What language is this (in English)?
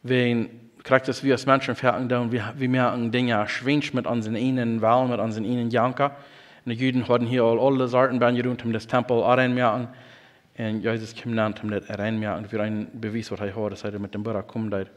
Plautdietsch